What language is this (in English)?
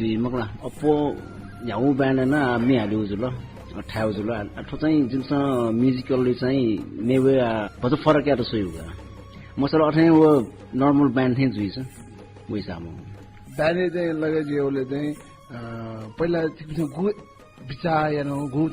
Newari